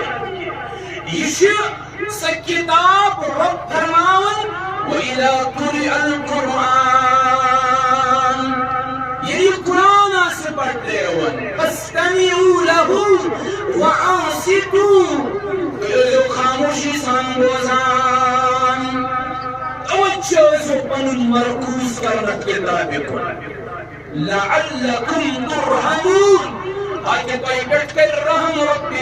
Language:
Kashmiri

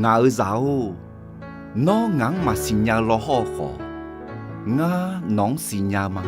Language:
Akha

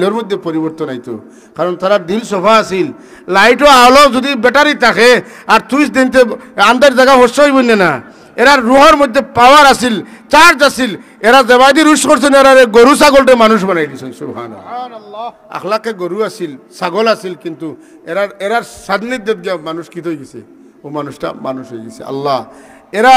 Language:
Sylheti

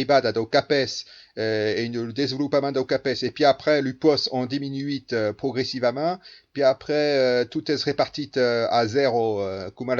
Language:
Occitan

